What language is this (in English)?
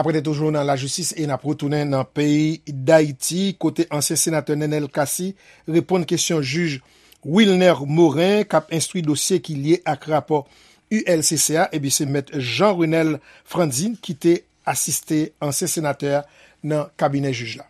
Haitian Creole